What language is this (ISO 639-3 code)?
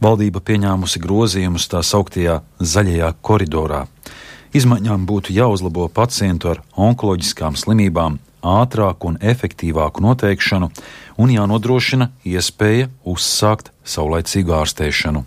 lav